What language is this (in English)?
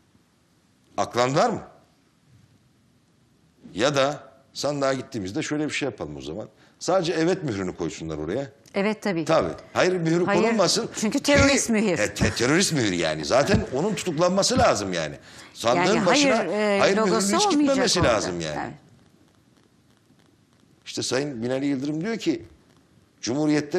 Turkish